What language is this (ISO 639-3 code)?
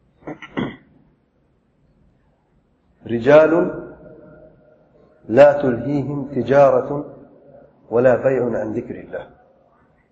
urd